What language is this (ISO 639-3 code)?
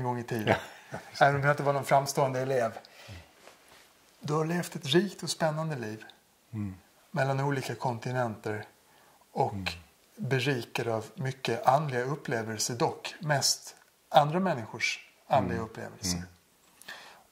swe